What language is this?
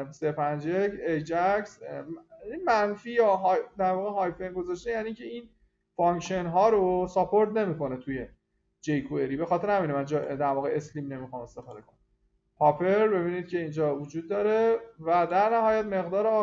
Persian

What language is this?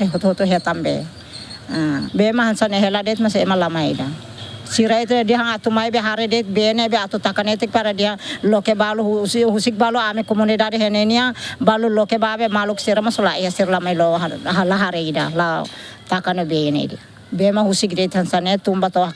Tetum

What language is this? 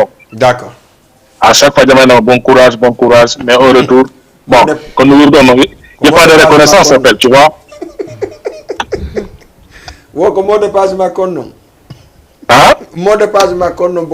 Fula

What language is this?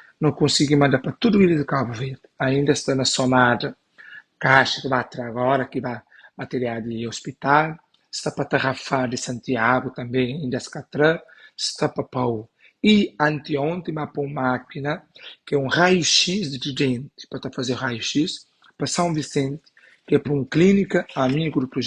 Kabuverdianu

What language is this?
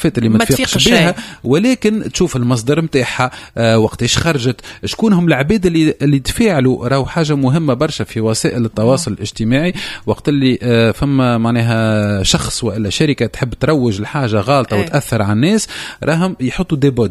Tunisian Arabic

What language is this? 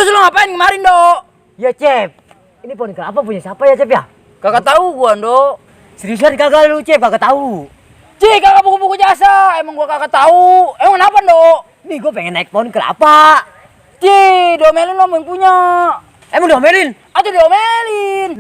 Betawi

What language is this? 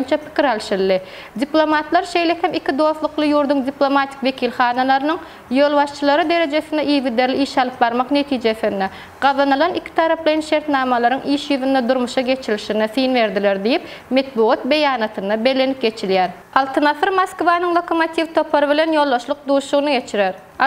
Turkmen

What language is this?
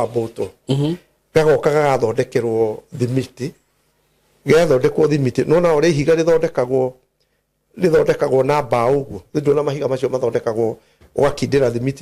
Kikuyu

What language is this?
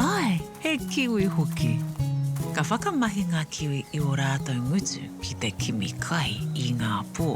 Māori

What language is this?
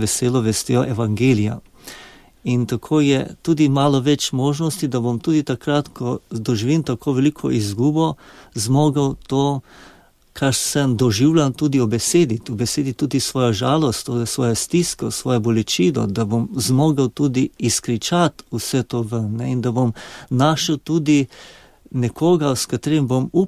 Slovenian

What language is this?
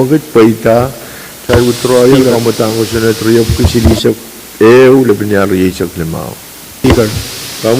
Pohnpeian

